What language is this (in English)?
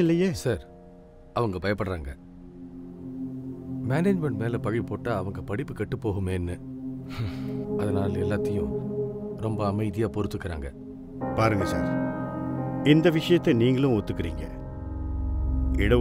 Tamil